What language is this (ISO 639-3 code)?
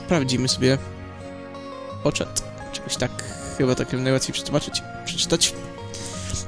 pol